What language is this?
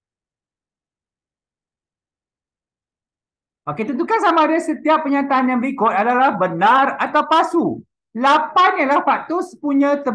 Malay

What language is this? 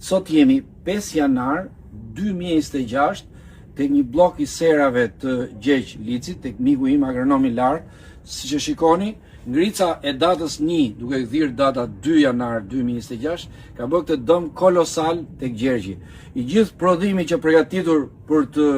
Albanian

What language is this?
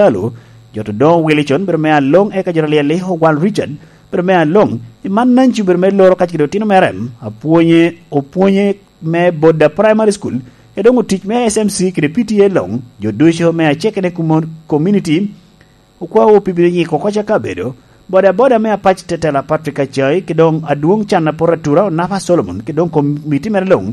Lango (Uganda)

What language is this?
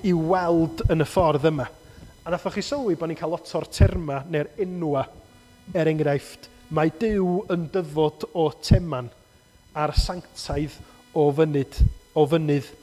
Welsh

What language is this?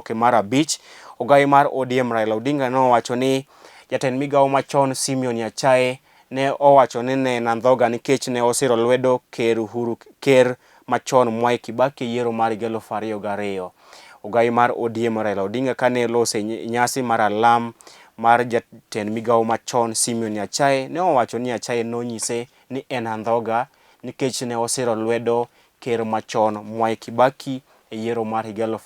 Luo (Kenya and Tanzania)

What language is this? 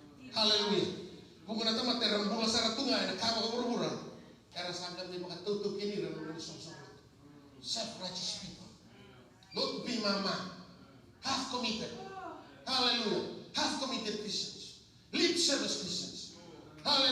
Fijian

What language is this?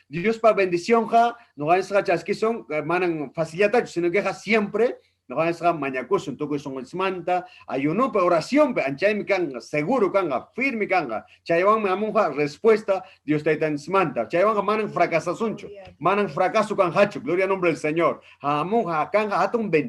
Ayacucho Quechua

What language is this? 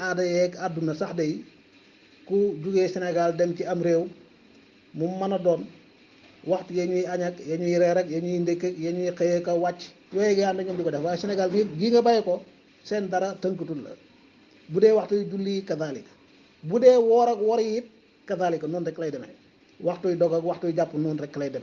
Wolof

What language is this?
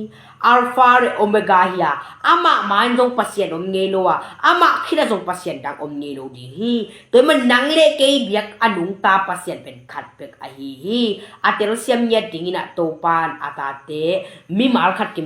Tedim Chin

